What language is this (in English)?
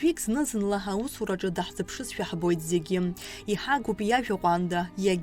Abkhazian